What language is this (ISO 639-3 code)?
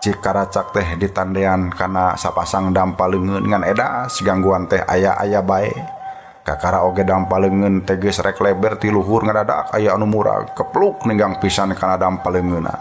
sun